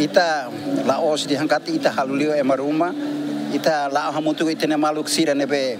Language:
Tetum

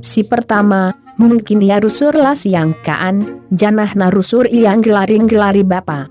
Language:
Batak Karo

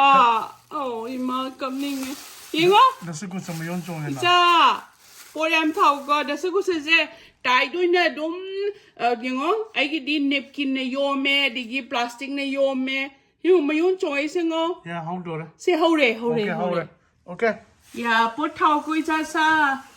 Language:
Manipuri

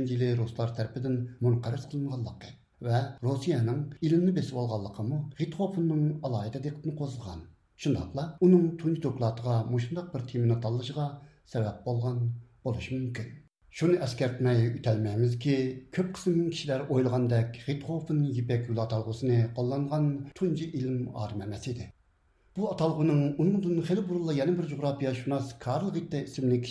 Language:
Uyghur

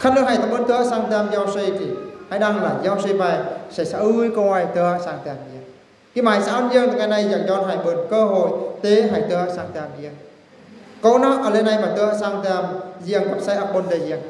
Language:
Eastern Bru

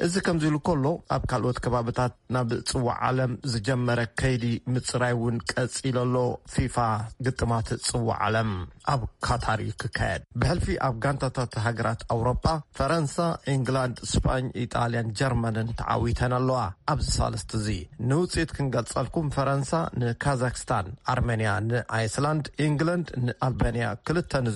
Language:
Tigrinya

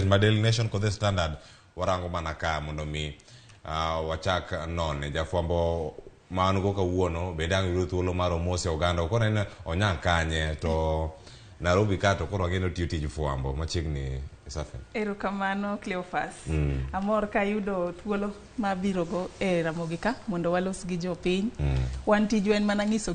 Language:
Luo (Kenya and Tanzania)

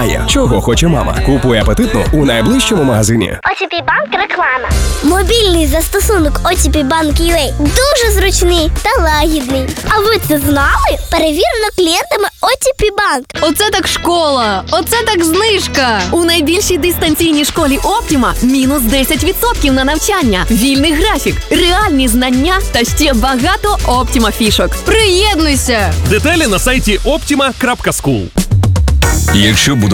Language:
Ukrainian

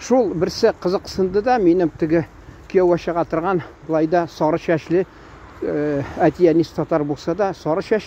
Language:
Tatar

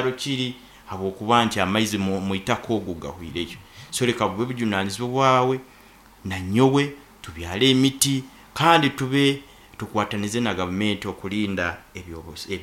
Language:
Nyankole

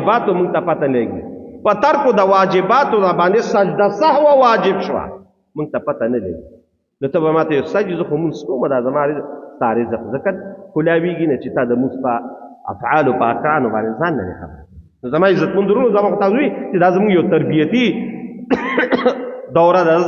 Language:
Pashto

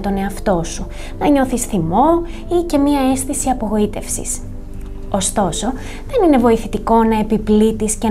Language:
Greek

